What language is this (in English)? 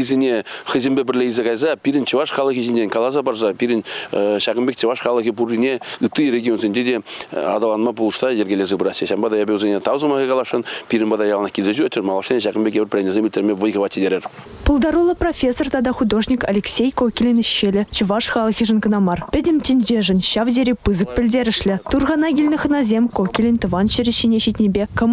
Chuvash